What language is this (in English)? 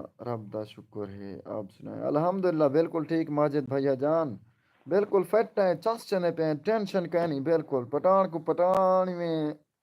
Saraiki